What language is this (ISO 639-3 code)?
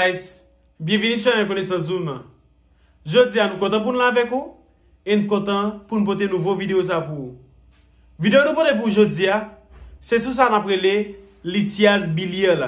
hat